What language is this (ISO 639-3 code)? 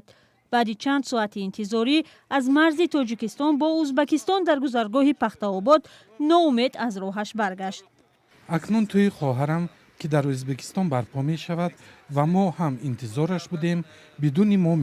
tgk